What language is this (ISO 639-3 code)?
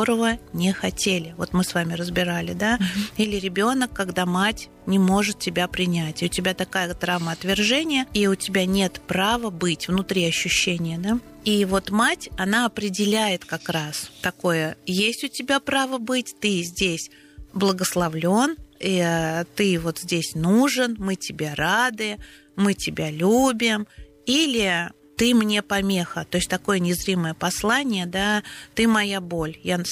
rus